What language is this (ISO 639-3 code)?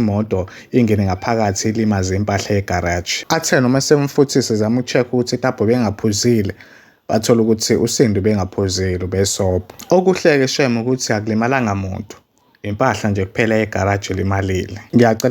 zul